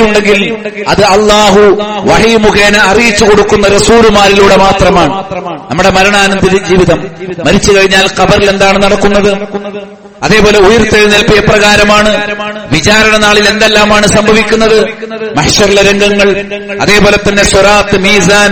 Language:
Malayalam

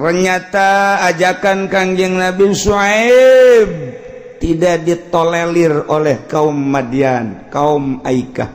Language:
Sundanese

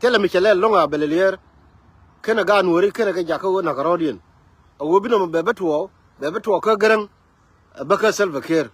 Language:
Nuer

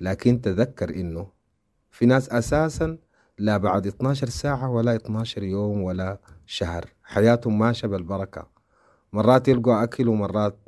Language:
Sudanese Arabic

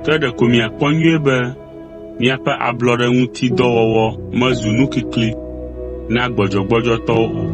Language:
Ewe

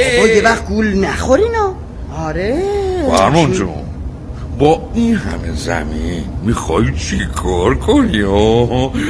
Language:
Persian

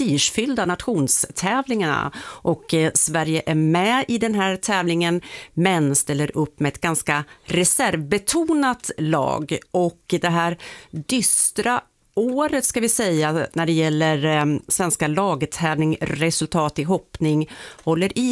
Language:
Swedish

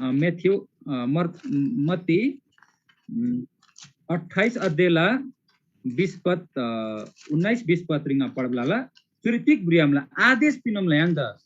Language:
Eastern Tamang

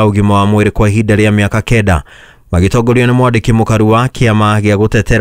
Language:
Kikuyu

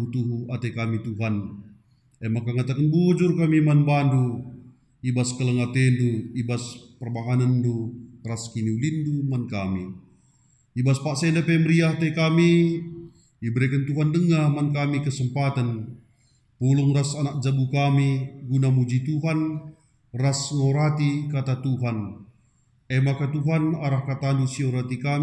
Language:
Batak Karo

